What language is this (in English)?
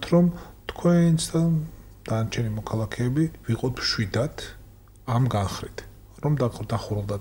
Georgian